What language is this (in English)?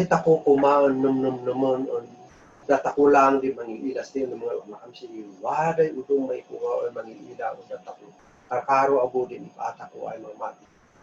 Kankanaey